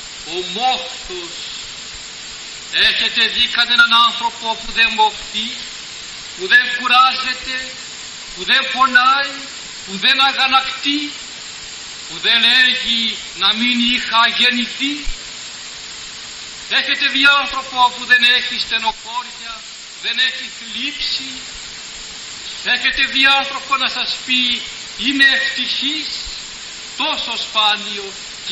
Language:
Greek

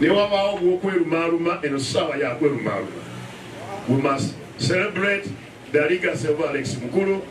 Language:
Ganda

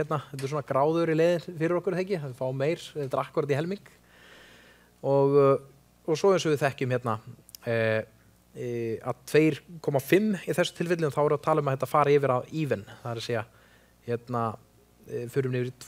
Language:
Icelandic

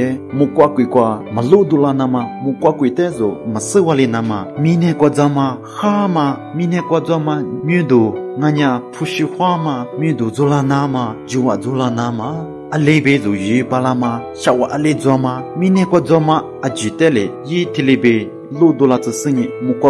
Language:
Lisu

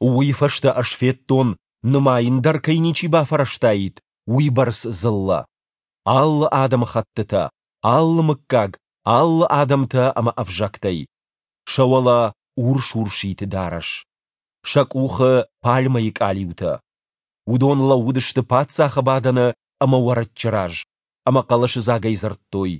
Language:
Ossetic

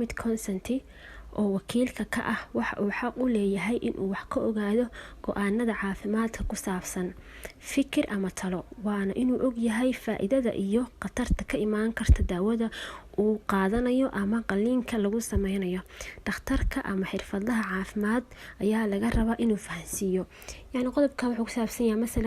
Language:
Somali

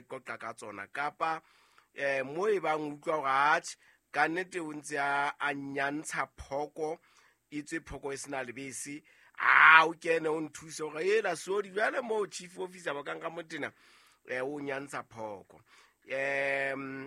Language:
Southern Sotho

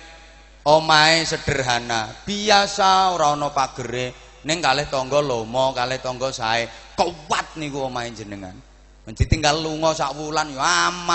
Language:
Javanese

